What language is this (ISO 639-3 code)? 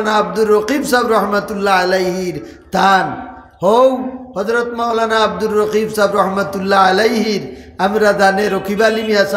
syl